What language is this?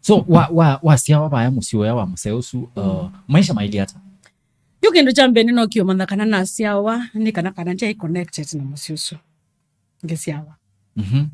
Kamba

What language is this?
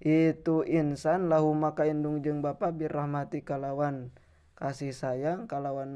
Sundanese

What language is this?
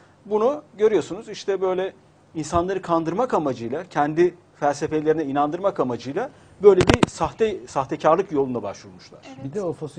Turkish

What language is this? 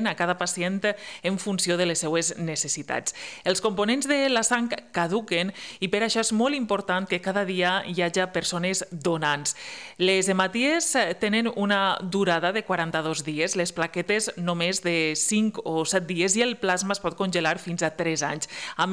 Catalan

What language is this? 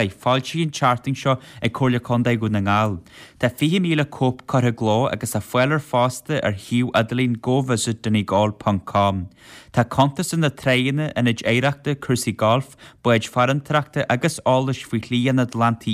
Irish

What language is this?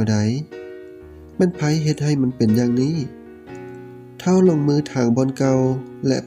Lao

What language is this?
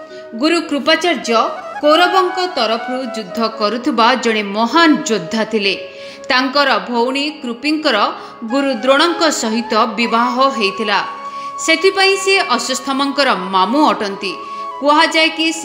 Odia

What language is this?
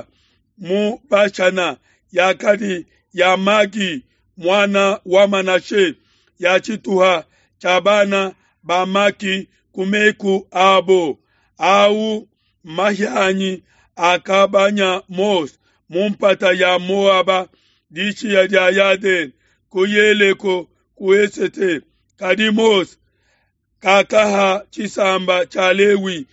Luba-Lulua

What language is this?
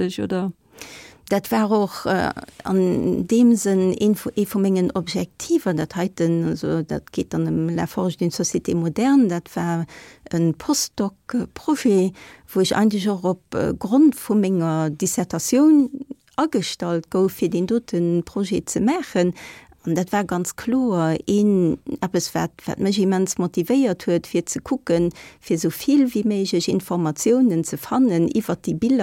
Luxembourgish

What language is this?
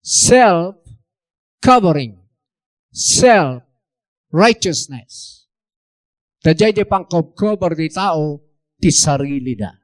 Iloko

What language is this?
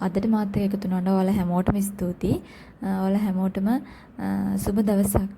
Sinhala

